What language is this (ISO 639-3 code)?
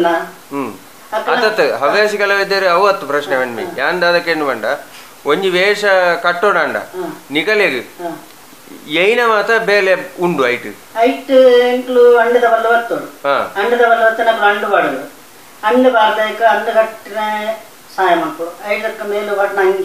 tcy